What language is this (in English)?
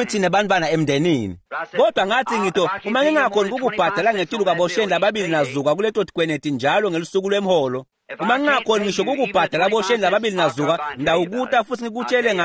Swati